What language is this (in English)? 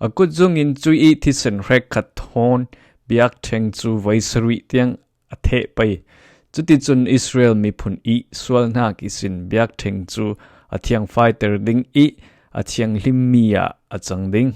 Falam Chin